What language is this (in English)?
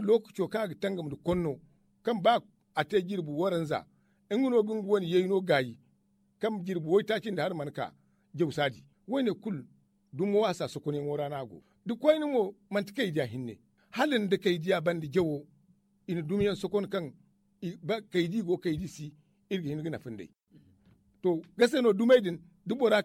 Zarma